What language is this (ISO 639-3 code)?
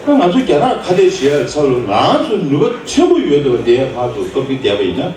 bod